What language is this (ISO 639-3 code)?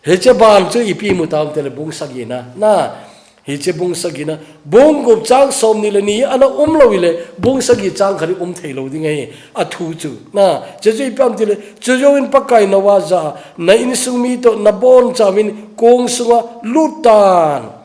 tcz